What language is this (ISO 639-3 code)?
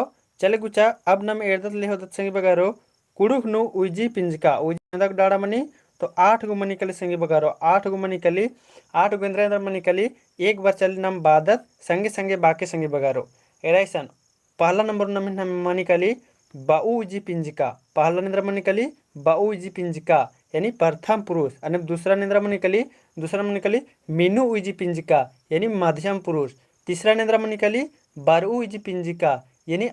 kru